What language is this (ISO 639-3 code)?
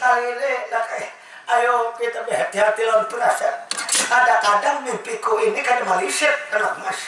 bjn